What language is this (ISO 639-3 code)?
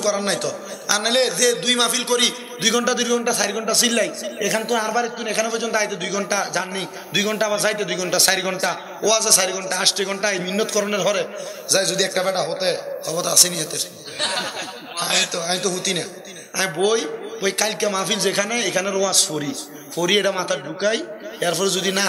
ben